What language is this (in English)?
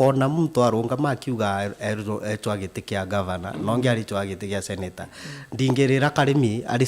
Meru